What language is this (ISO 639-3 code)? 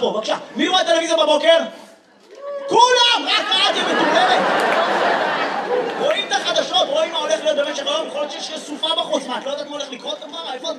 heb